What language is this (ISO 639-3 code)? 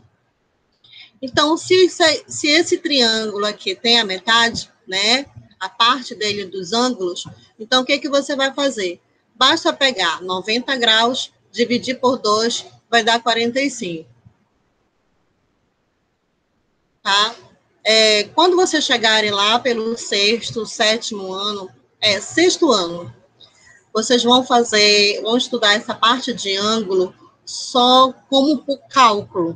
por